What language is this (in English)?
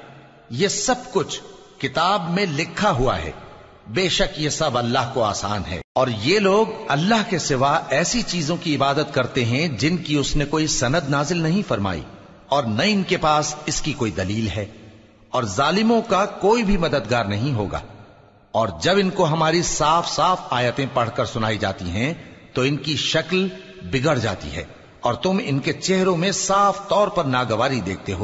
Urdu